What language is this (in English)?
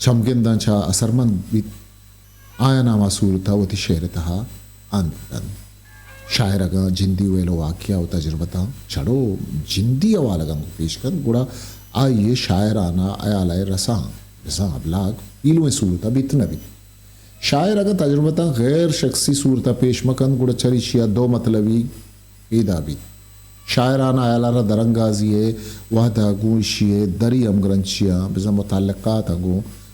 Eastern Balochi